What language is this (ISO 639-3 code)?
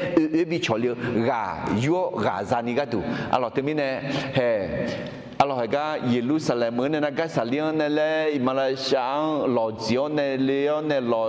ahk